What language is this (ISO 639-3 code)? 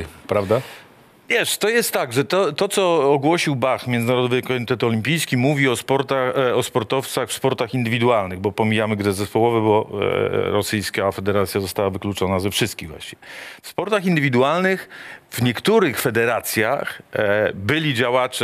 pol